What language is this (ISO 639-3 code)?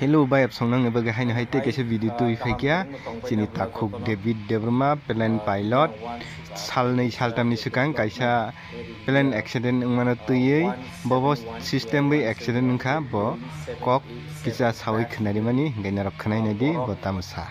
trp